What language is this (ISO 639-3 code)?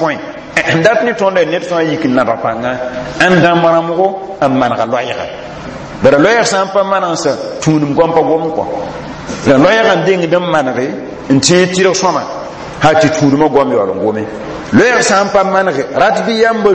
mos